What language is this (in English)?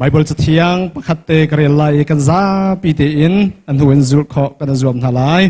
Hakha Chin